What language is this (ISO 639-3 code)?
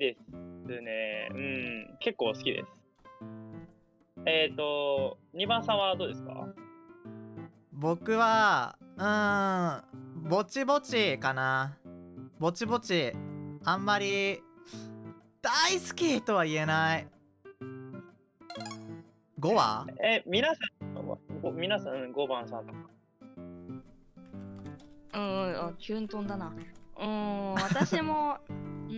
jpn